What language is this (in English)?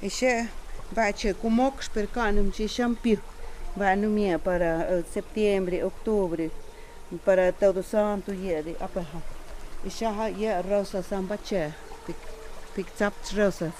Totontepec Mixe